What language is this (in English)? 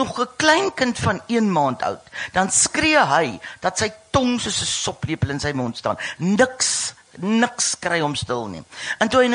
Afrikaans